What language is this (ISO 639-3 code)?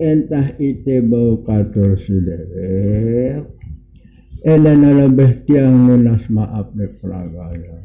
sas